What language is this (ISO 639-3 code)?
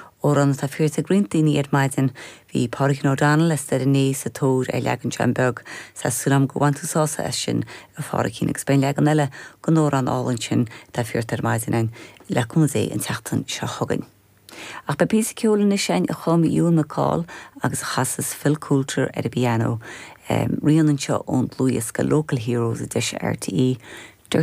gle